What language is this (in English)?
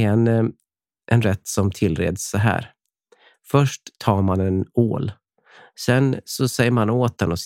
Swedish